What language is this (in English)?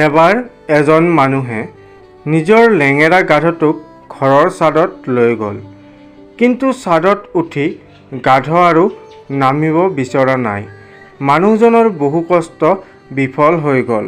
Assamese